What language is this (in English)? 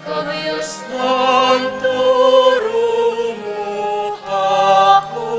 Pampanga